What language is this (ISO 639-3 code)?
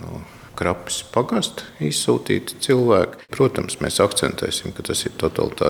lav